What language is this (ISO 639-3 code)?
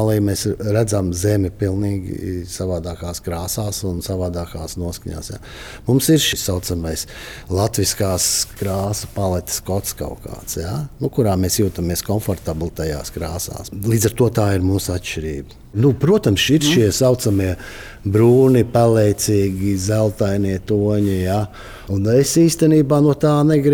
lav